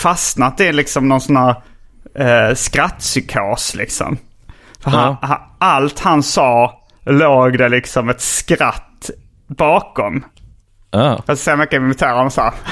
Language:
Swedish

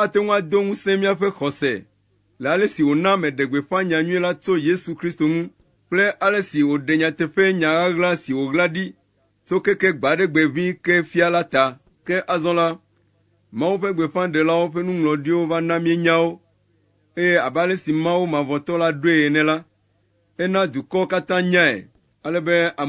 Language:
Ewe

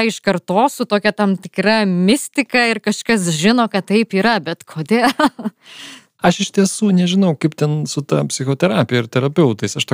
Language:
Lithuanian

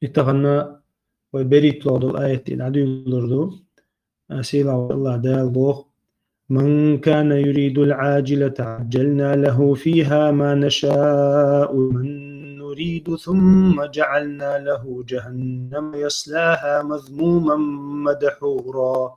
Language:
Chechen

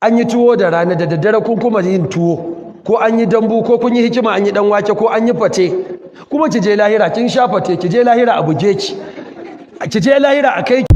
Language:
Hausa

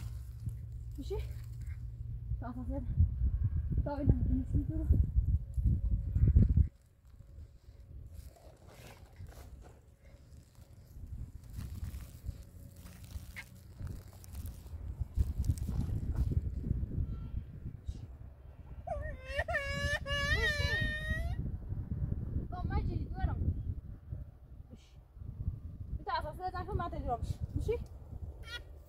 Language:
Persian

